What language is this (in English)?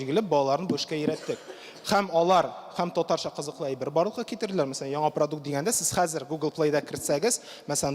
Tatar